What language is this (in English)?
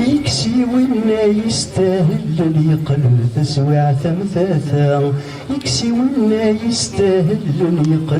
Kabyle